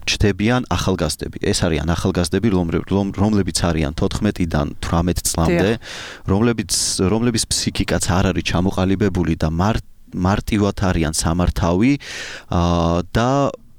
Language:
Georgian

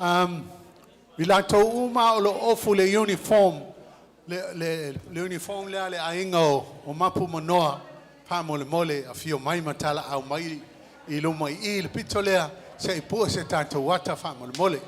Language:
Samoan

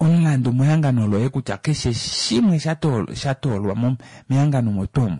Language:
Kuanyama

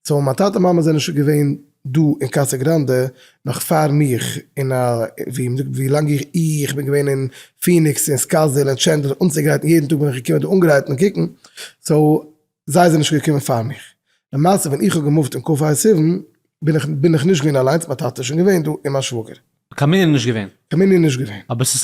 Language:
Yiddish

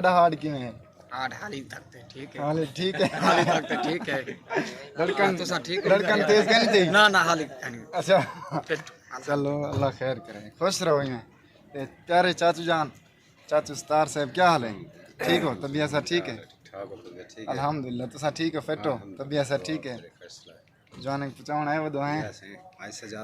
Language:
Saraiki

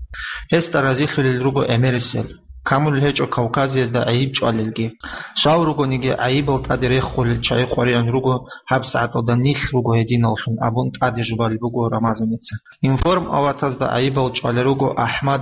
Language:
Avaric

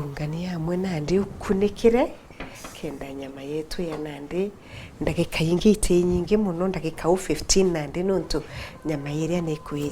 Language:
Meru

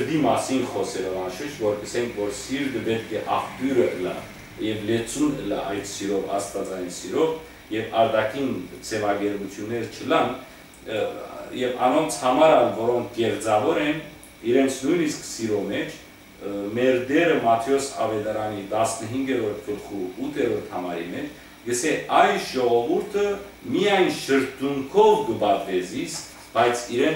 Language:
Western Armenian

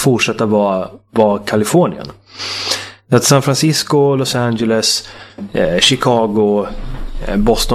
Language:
Swedish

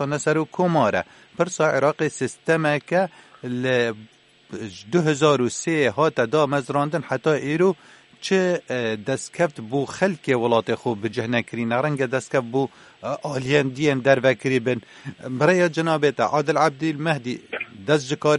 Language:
Kurdish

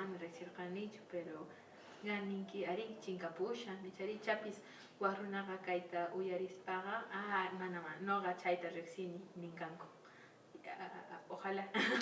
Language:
Quechua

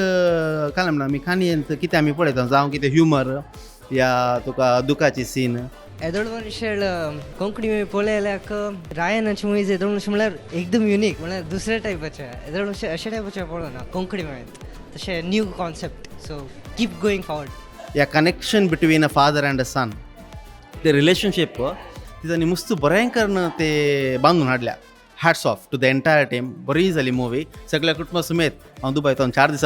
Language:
Konkani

